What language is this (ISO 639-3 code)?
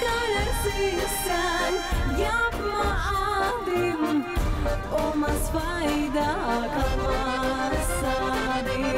gag